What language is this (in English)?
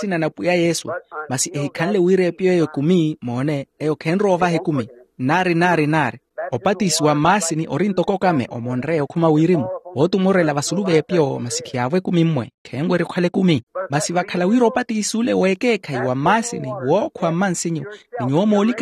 Makhuwa